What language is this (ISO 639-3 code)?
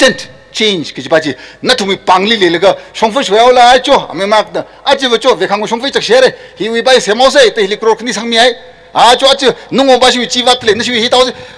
nmf